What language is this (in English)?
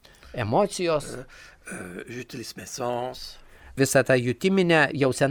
Lithuanian